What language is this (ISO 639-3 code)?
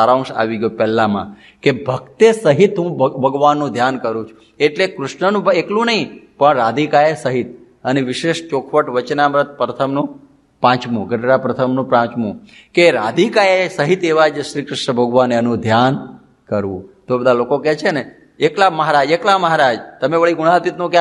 guj